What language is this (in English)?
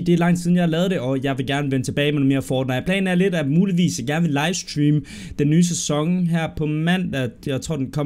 Danish